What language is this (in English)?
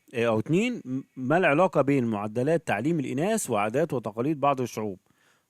Egyptian Arabic